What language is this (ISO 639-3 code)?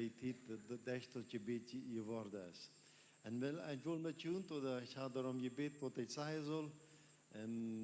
pdt